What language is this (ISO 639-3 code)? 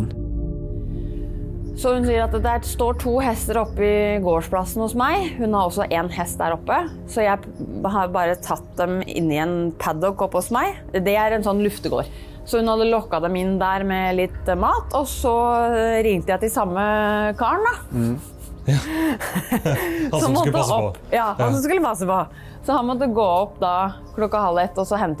nor